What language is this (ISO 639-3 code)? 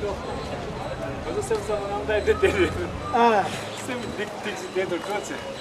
bod